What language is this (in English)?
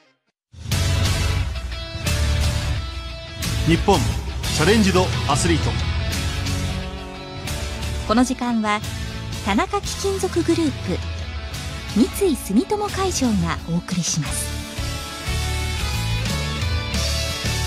Japanese